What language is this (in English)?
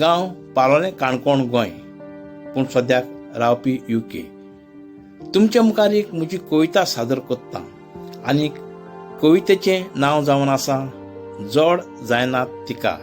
Konkani